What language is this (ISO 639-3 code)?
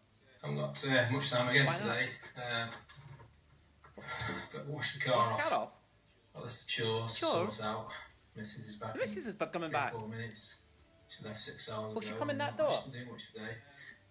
eng